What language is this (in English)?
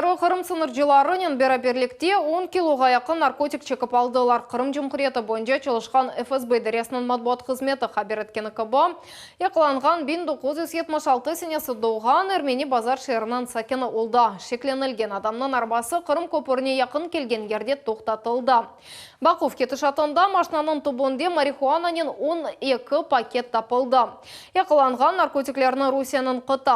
Crimean Tatar